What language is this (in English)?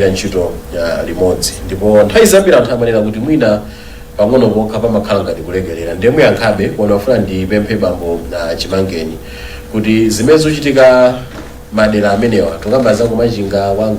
Nyanja